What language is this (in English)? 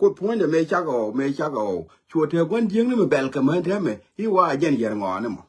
Nuer